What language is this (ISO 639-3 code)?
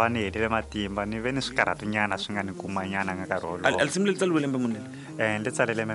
tso